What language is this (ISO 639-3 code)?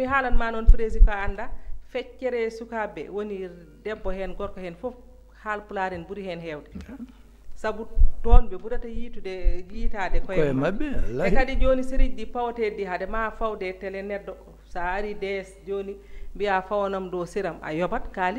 ful